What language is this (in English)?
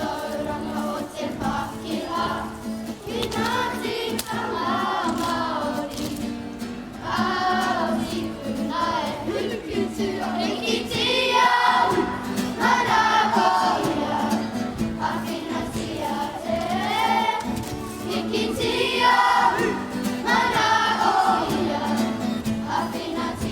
Māori